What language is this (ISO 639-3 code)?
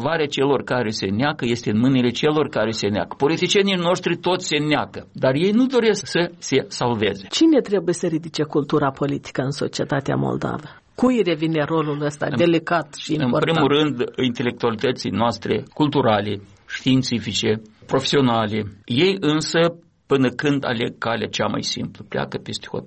ron